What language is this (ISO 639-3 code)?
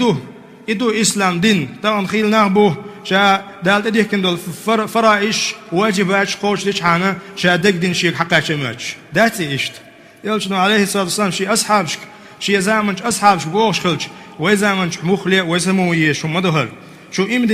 che